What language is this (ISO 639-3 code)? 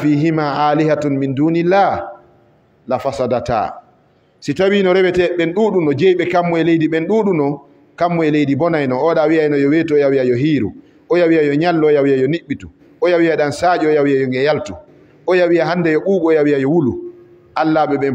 ful